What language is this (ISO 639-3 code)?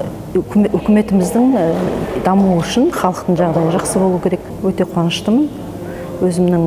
kaz